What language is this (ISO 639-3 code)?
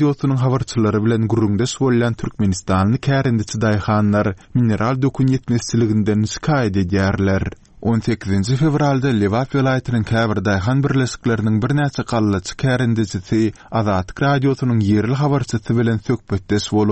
tuk